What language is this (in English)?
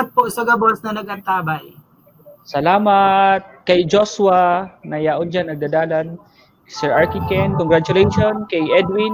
Bikol